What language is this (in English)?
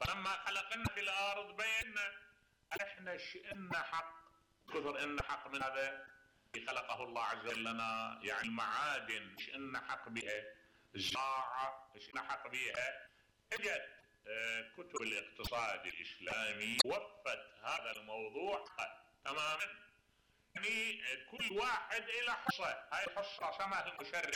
Mesopotamian Arabic